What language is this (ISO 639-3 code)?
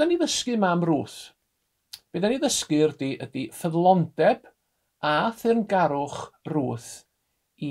cym